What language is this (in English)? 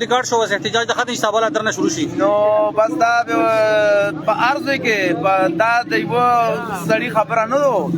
Pashto